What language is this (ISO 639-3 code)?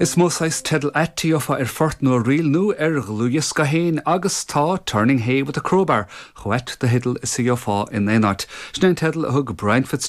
gle